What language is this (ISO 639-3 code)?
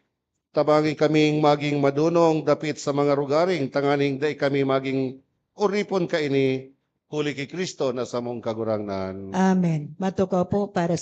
bik